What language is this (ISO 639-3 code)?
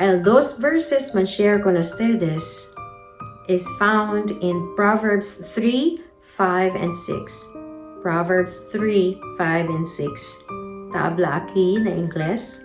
cbk